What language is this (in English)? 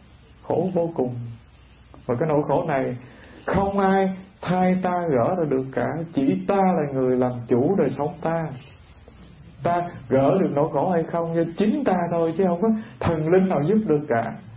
Vietnamese